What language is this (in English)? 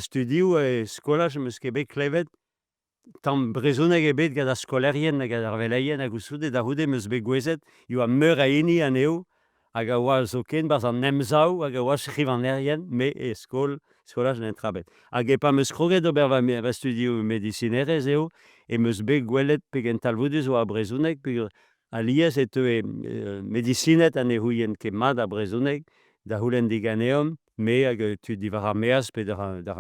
Breton